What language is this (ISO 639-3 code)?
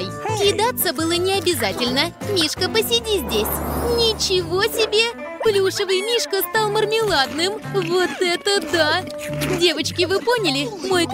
rus